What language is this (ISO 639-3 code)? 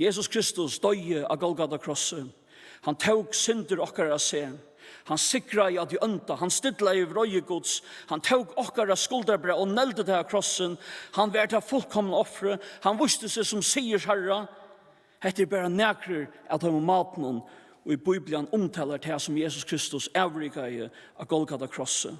fao